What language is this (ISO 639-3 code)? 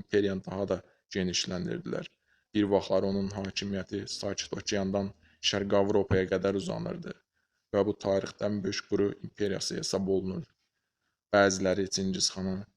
aze